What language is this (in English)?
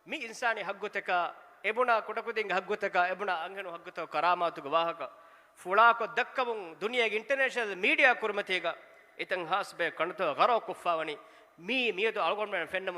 Divehi